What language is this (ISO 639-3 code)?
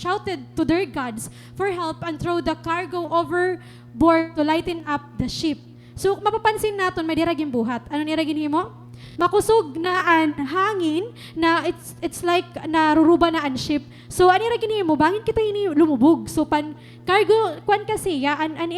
war